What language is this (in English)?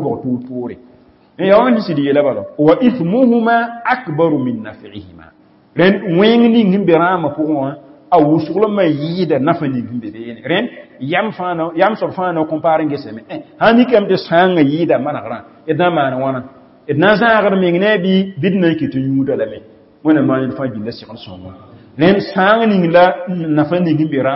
Mossi